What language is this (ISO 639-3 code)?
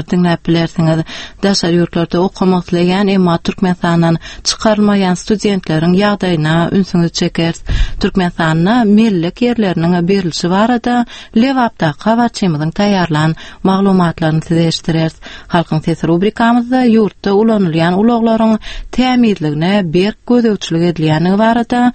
tuk